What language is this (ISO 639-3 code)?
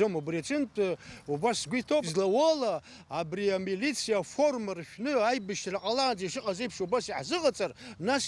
abk